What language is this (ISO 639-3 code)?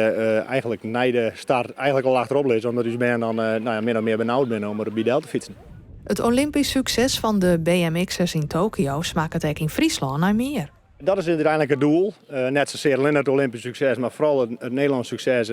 fry